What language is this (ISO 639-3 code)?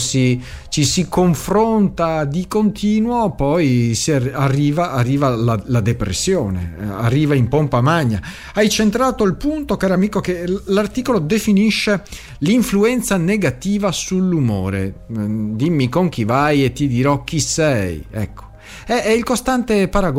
ita